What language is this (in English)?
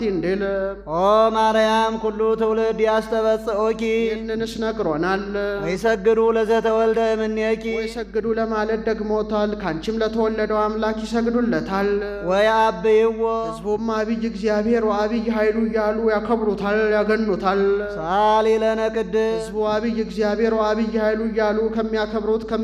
Amharic